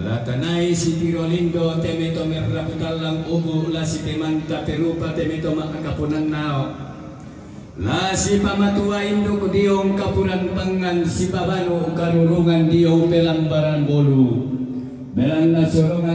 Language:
Toraja-Sa'dan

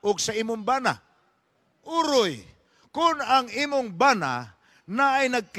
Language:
Cebuano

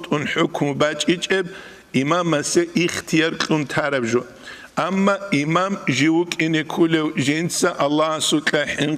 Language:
Avaric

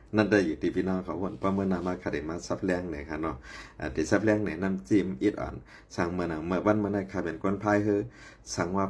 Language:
Shan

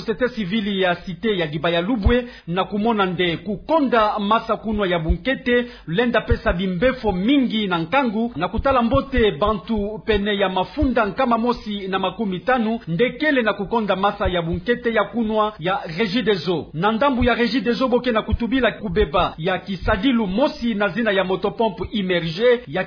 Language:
Kituba (Democratic Republic of Congo)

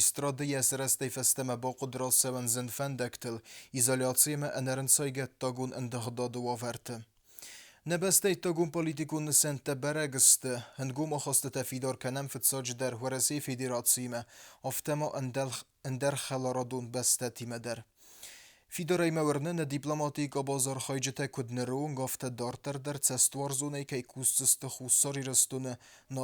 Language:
Ossetic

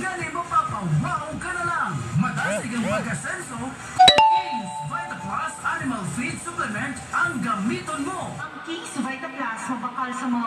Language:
Hiligaynon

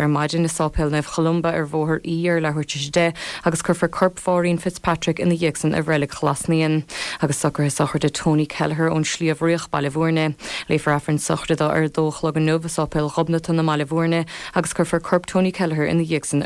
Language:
Irish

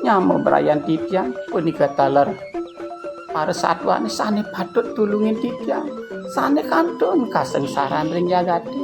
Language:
Balinese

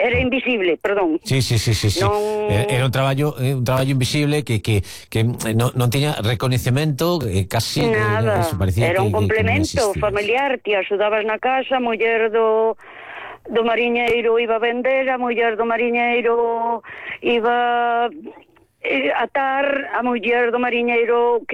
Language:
Galician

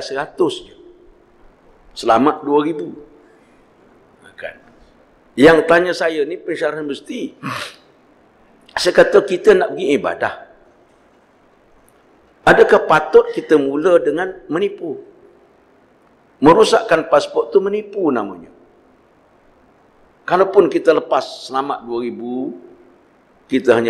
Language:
Malay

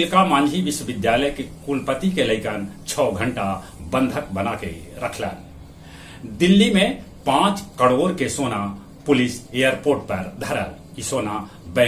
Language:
Magahi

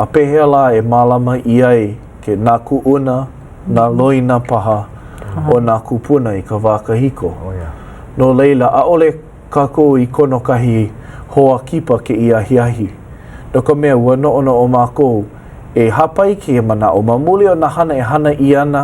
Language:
Hawaiian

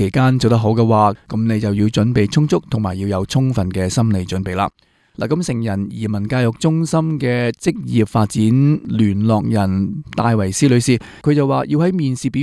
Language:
Cantonese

